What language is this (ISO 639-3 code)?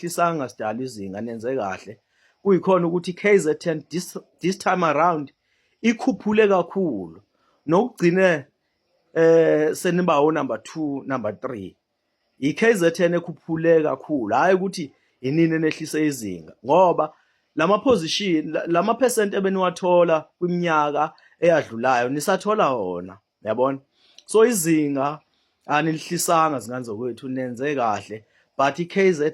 zul